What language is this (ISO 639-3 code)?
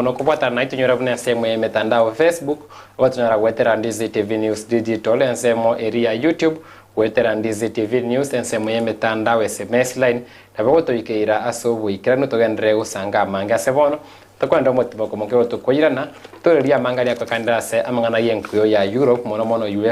guz